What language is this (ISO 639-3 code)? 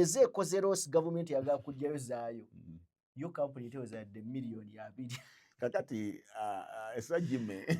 lug